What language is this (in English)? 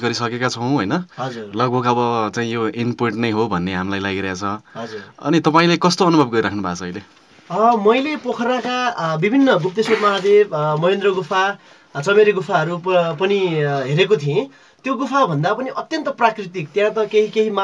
Nepali